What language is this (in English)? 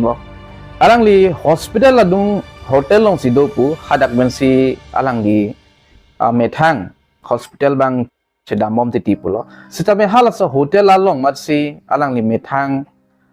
Karbi